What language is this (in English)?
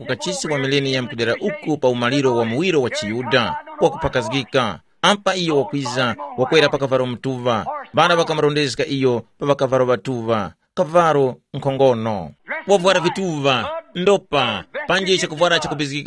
Tumbuka